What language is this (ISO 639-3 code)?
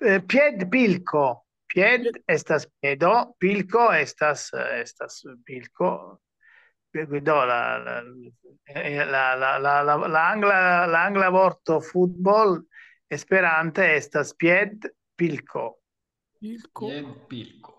epo